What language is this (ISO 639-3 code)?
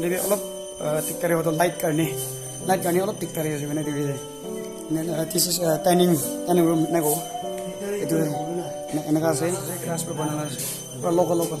nag